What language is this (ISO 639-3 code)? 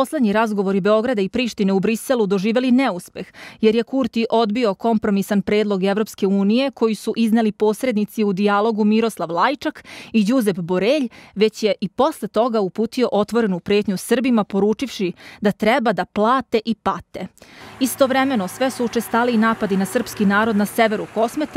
srp